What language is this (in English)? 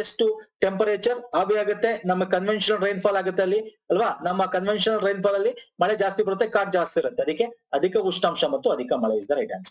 Kannada